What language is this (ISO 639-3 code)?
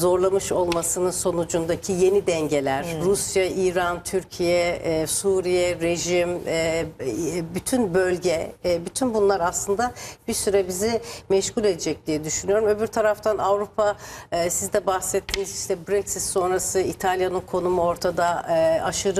tur